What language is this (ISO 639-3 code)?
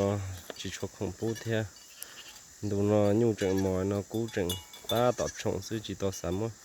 hmn